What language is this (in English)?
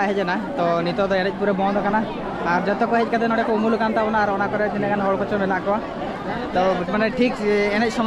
Santali